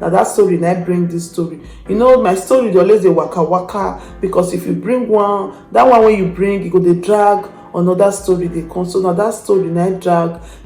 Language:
Nigerian Pidgin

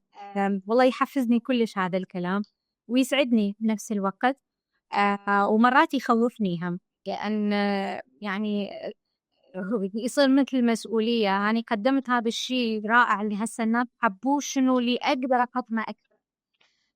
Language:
Mesopotamian Arabic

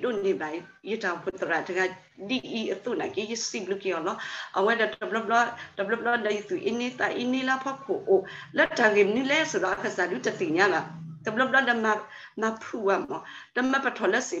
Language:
S'gaw Karen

